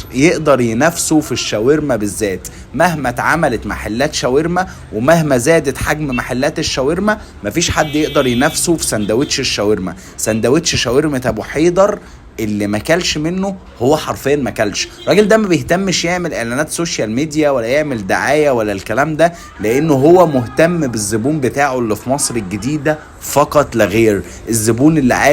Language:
Egyptian Arabic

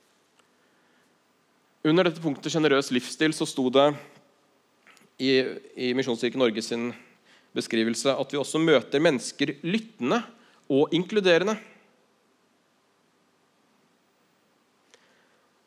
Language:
Norwegian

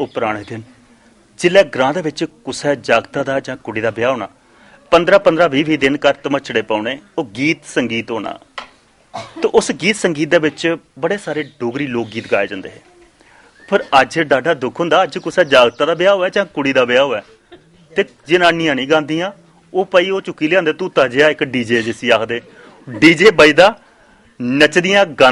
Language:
Dogri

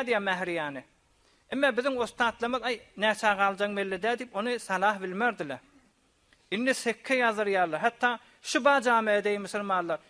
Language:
Turkmen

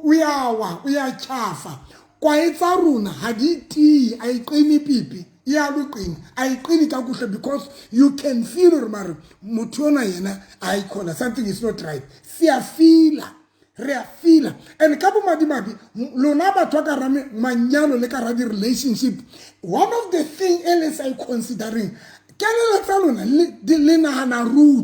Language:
Southern Sotho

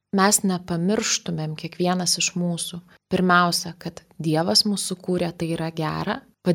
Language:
Lithuanian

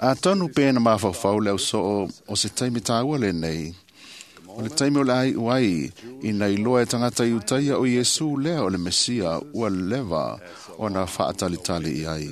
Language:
Samoan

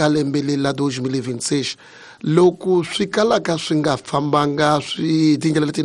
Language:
Tsonga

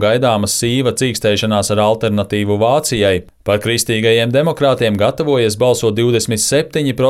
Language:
Latvian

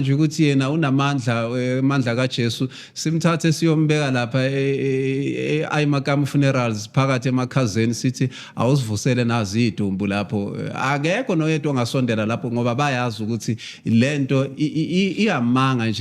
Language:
Zulu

